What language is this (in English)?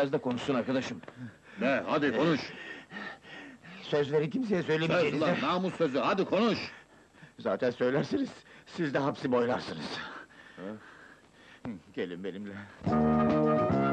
Turkish